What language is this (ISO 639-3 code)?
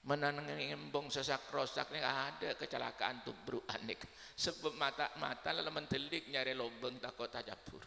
mad